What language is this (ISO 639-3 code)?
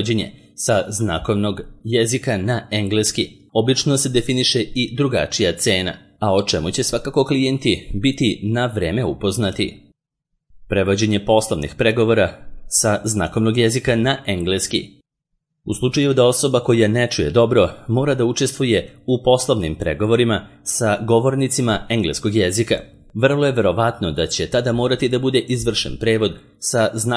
srp